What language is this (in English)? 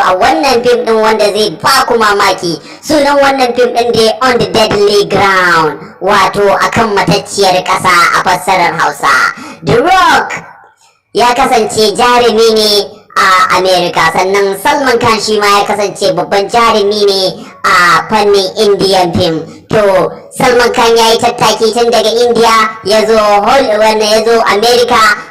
Hausa